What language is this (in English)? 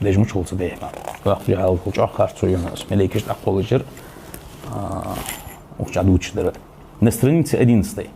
Ingush